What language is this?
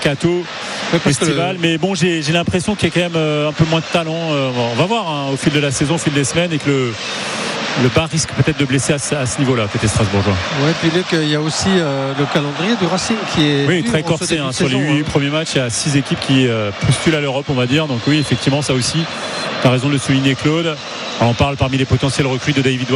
French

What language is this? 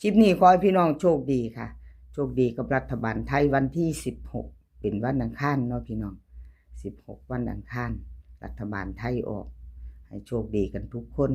Northeastern Thai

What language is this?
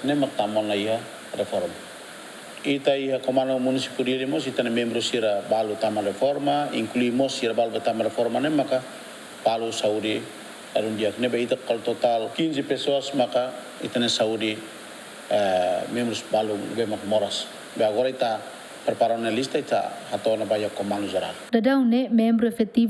Tetum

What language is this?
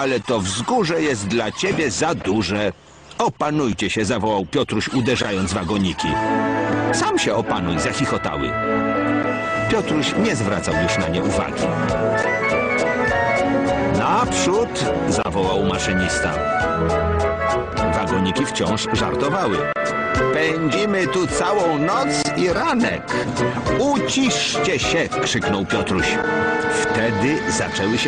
Polish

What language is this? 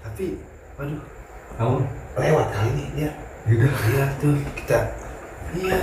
Betawi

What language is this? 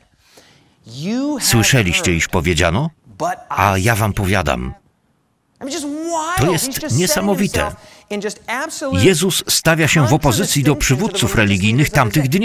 Polish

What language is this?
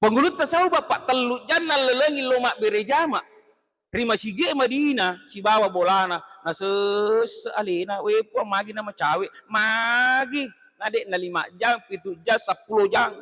Buginese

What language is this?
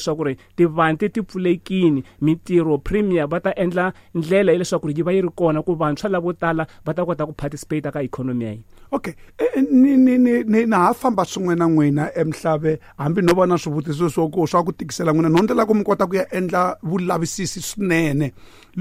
Tsonga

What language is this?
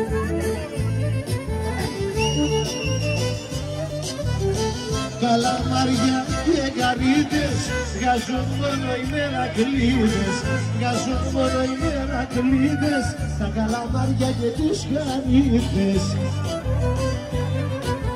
Greek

